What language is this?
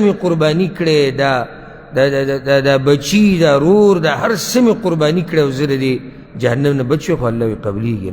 Pashto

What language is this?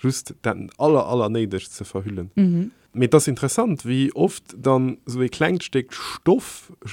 Luxembourgish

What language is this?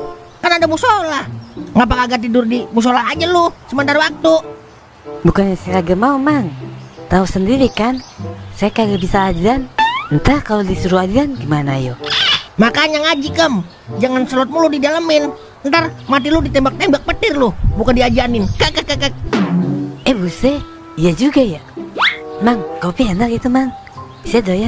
Betawi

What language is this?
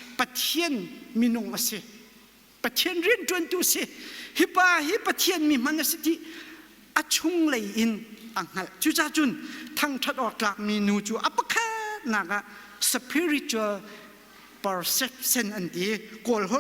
Hakha Chin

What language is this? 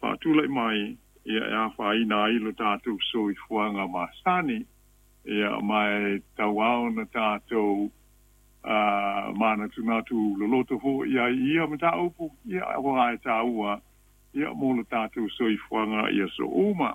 Samoan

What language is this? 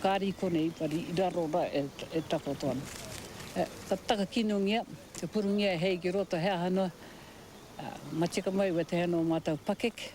Māori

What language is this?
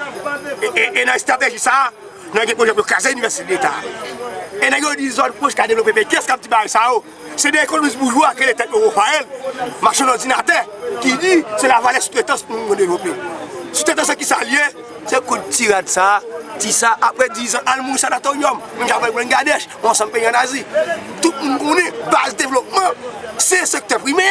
Haitian Creole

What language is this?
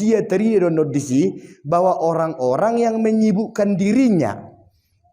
Batak Toba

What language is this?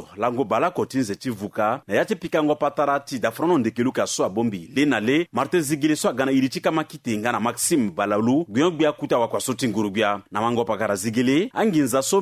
Sango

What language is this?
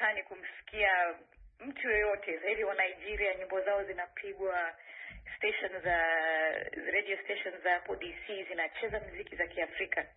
Swahili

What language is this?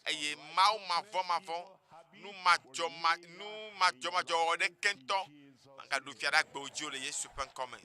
Ewe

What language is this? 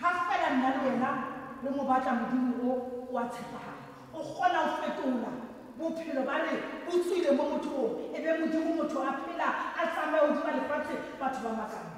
Tswana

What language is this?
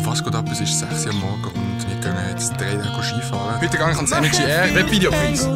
Swiss German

